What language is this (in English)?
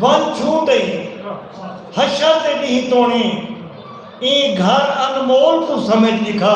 Saraiki